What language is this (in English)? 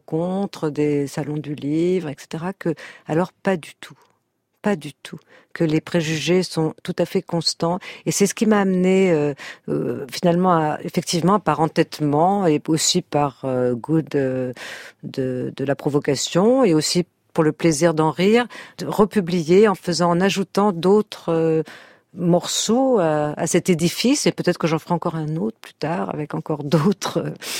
French